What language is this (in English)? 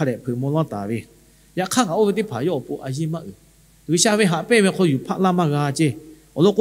Lahu